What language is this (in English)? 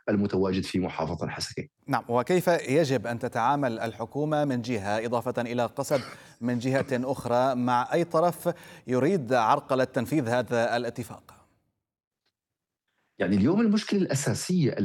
Arabic